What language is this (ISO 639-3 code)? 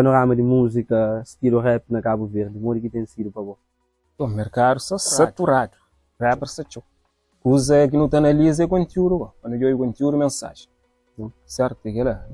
kea